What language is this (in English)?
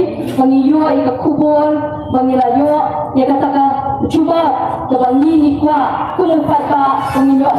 Khasi